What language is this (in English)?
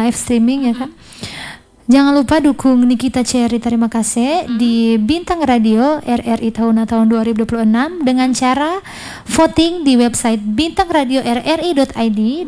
Indonesian